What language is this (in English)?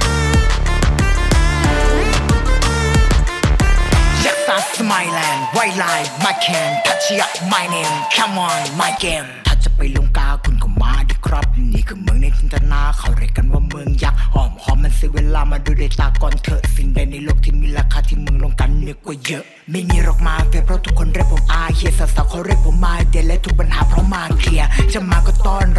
Thai